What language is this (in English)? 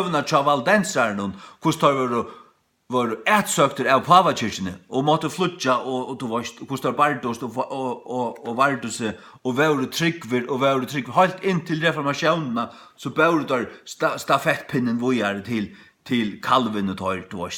Faroese